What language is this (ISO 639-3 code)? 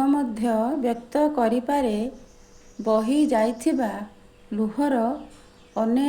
ori